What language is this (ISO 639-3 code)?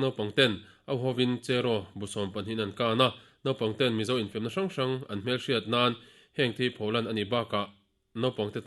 lus